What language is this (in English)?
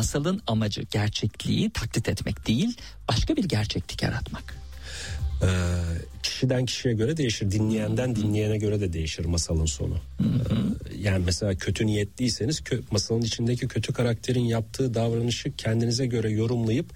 Turkish